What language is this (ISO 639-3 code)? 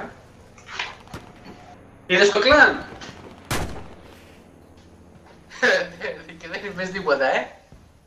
ell